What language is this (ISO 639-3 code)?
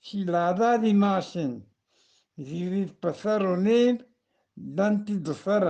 bgp